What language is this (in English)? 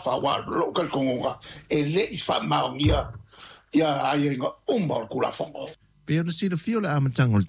Samoan